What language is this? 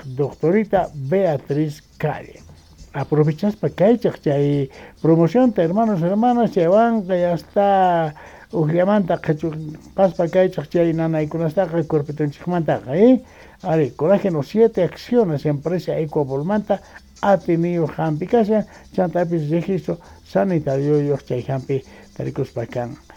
South Bolivian Quechua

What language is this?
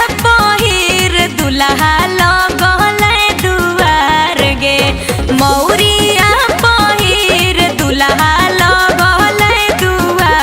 Magahi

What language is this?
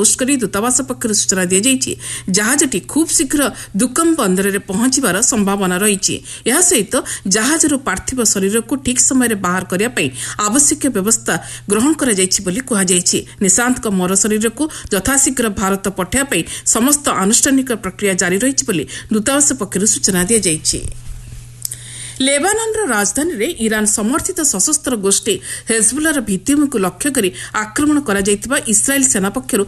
Odia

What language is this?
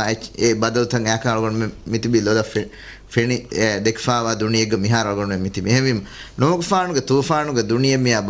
Divehi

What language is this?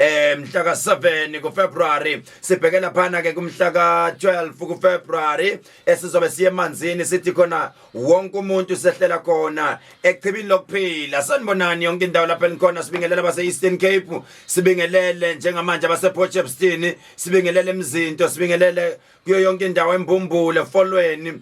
Zulu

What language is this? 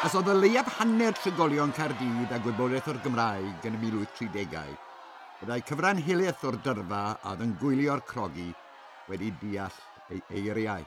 Welsh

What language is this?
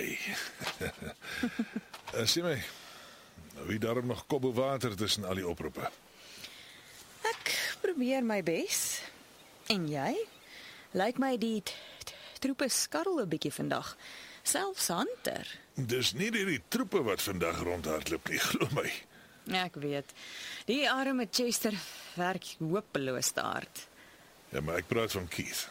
Afrikaans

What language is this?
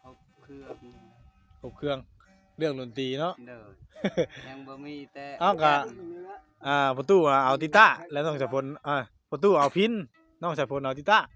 Northeastern Thai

